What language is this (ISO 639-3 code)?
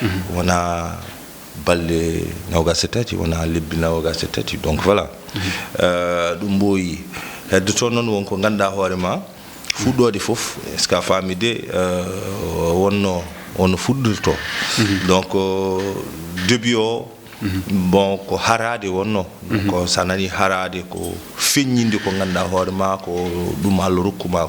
ful